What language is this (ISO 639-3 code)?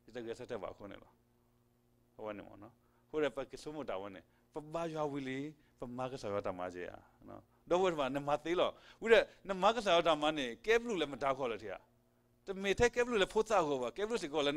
ksw